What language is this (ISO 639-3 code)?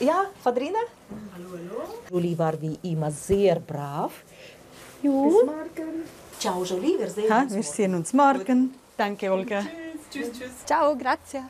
roh